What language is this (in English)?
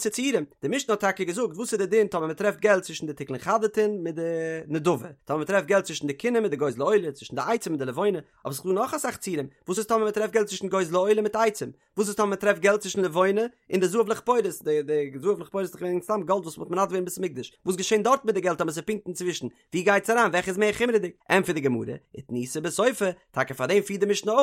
Yiddish